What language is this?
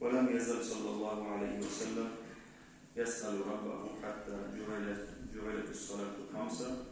Kumyk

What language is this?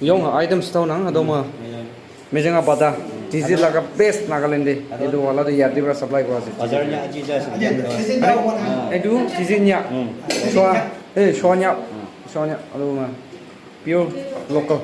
Naga Pidgin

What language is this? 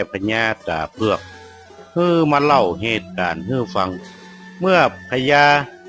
Northern Thai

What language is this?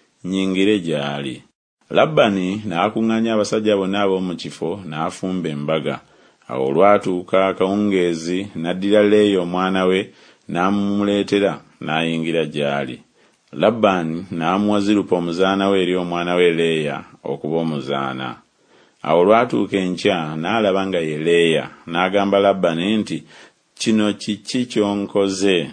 Ganda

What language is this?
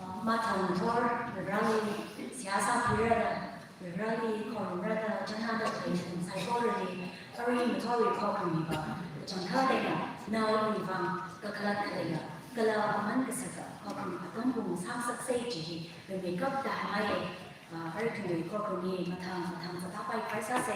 Tangkhul Naga (India)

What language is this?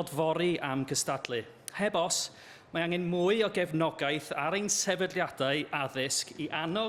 Welsh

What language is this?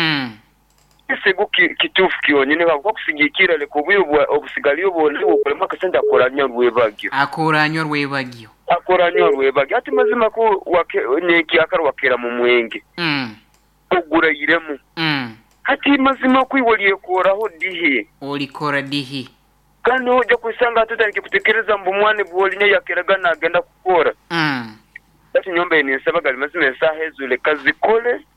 Nyoro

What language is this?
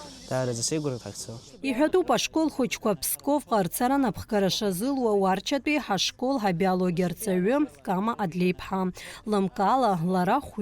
Abkhazian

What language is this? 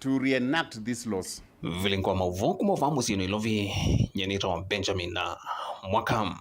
Kamba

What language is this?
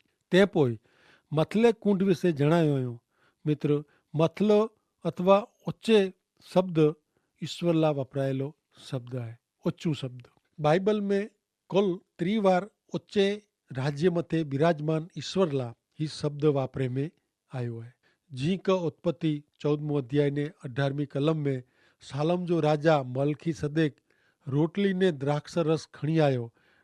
Kachhi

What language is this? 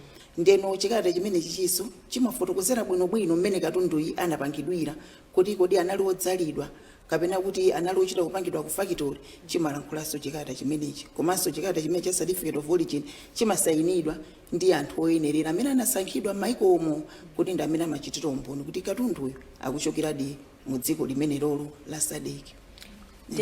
Nyanja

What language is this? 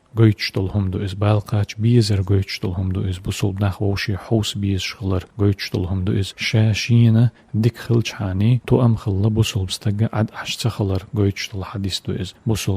Chechen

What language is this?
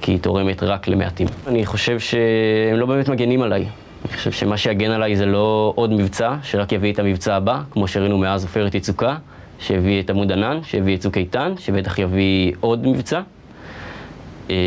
Hebrew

